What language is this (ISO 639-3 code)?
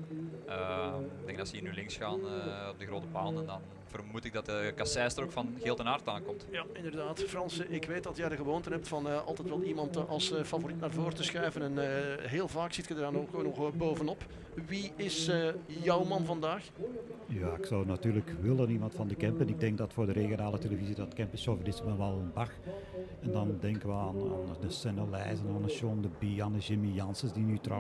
nld